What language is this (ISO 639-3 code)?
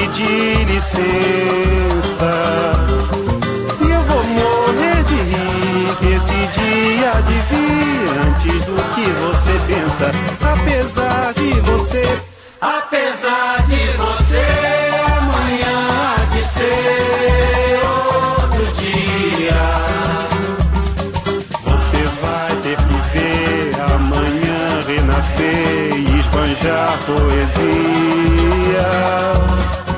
por